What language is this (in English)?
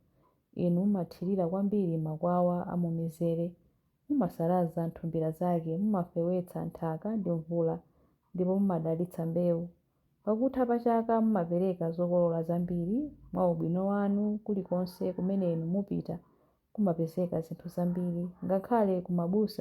Nyanja